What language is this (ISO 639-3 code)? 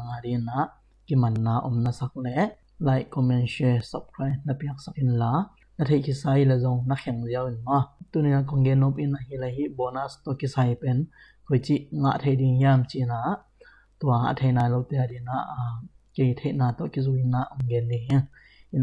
ctd